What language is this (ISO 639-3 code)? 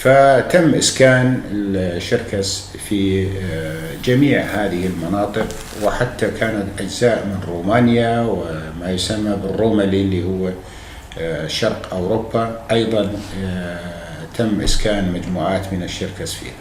apc